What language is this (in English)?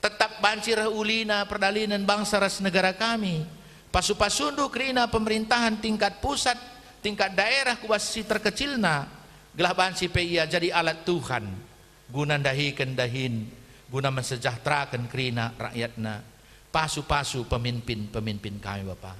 Batak Karo